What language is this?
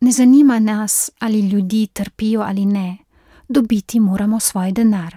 Slovenian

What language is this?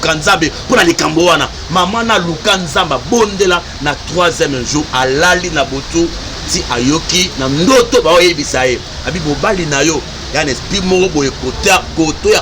Lingala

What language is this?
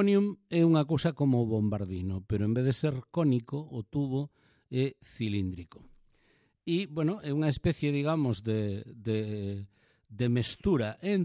Galician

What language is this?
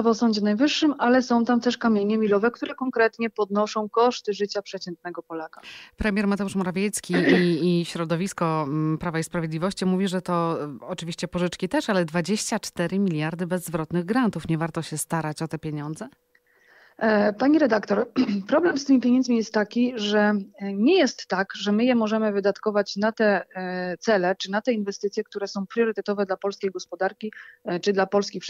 Polish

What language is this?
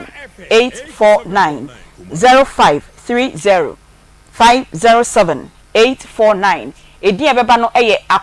Akan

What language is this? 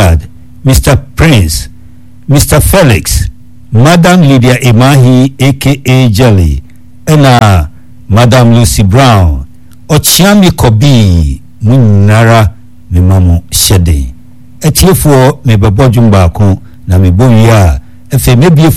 Akan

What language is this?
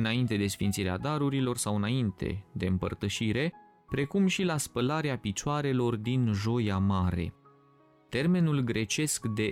Romanian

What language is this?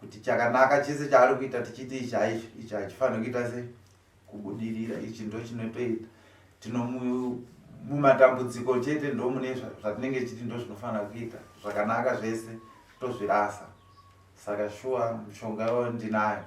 Shona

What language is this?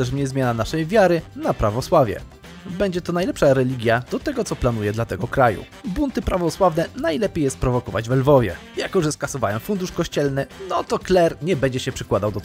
Polish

